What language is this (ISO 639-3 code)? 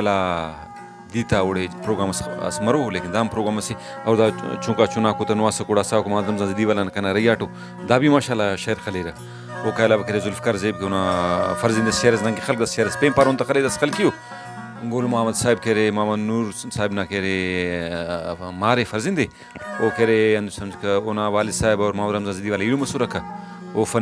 brh